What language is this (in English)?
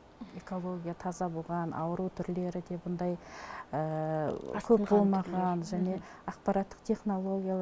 Kazakh